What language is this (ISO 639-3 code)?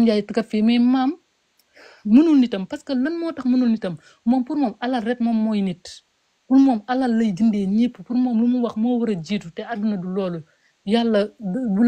wol